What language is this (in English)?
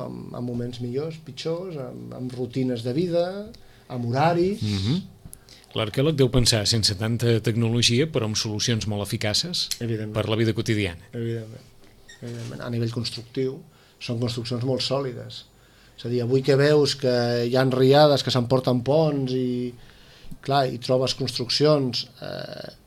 Catalan